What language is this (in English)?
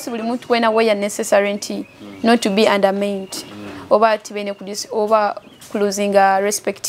Nyoro